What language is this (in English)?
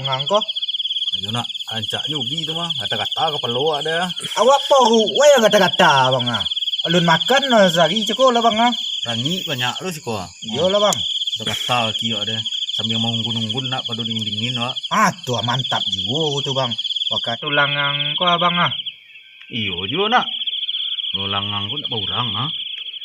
Minangkabau